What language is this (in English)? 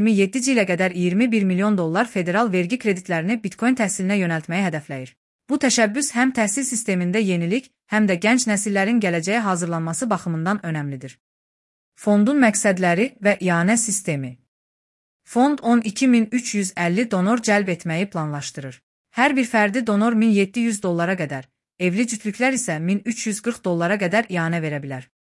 Azerbaijani